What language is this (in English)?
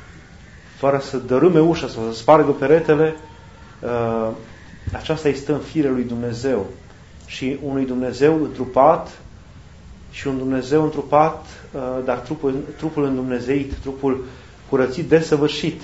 Romanian